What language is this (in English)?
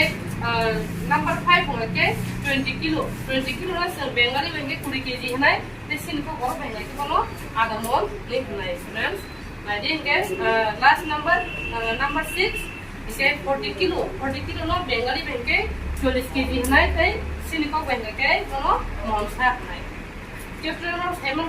Kok Borok